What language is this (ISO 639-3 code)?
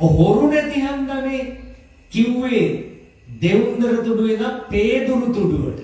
sin